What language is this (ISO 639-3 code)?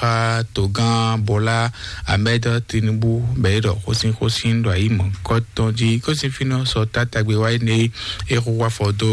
fon